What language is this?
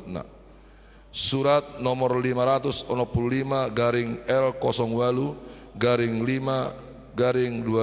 Batak Toba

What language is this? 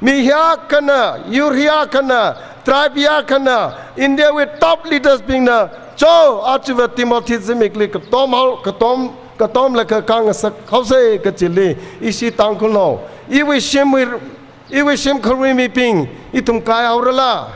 Tangkhul Naga (India)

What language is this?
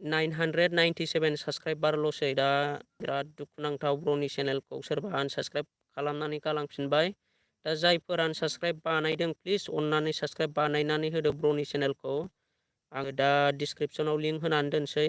Bodo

